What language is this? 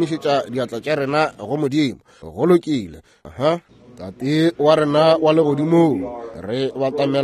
Northern Sotho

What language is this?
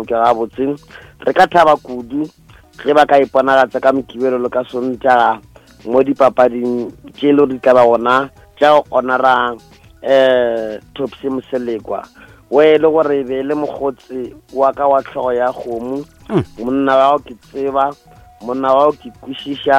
Northern Sotho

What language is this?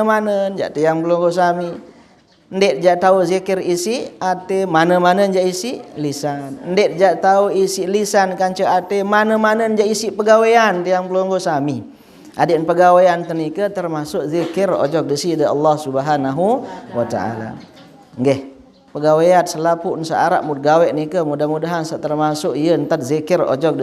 Sasak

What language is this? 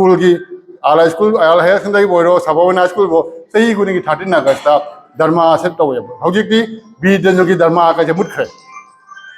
Manipuri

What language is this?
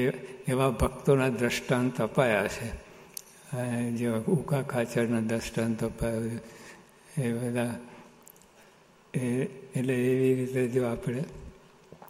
Gujarati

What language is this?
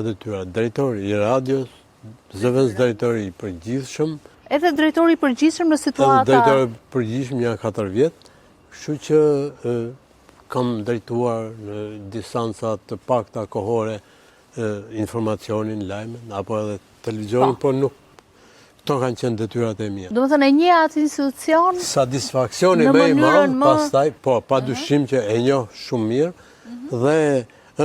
Albanian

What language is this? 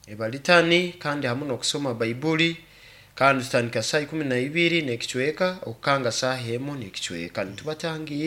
Nyankole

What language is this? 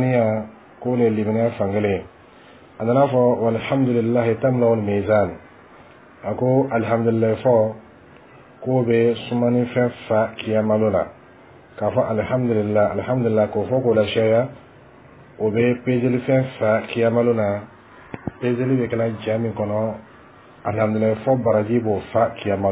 Bambara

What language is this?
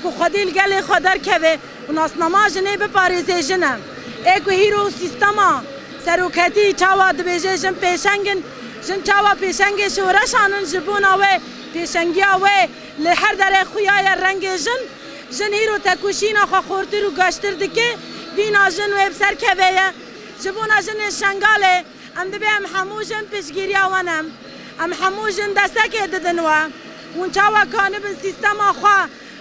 Kurdish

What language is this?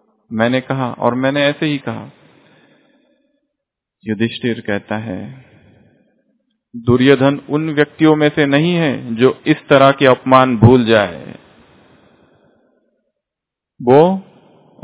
Hindi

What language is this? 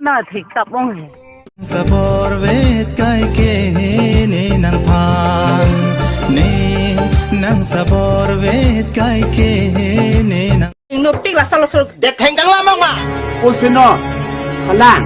Karbi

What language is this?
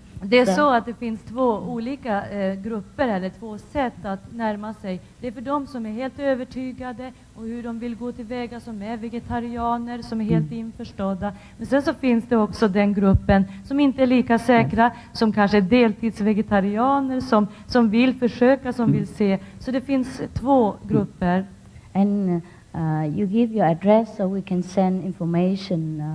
Swedish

